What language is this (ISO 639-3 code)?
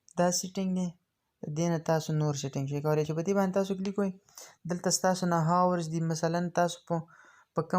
pus